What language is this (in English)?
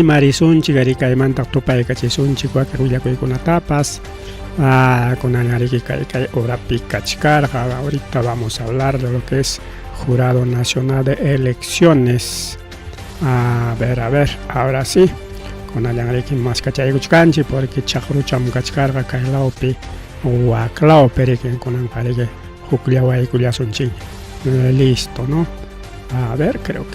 Ayacucho Quechua